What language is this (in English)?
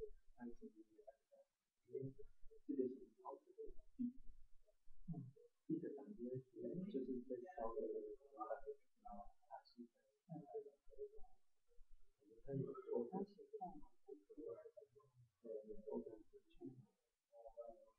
Chinese